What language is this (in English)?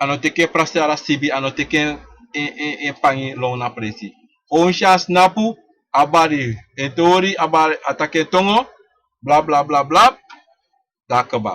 Sranan Tongo